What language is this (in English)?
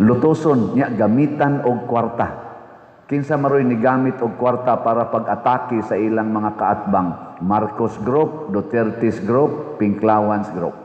Cebuano